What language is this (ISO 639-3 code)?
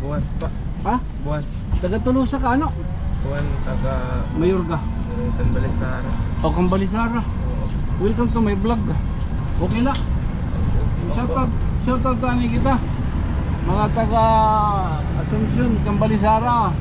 war